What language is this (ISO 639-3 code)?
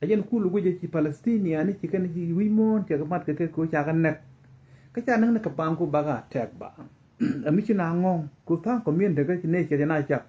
nus